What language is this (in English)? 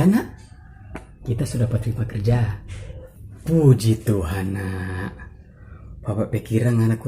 Manado Malay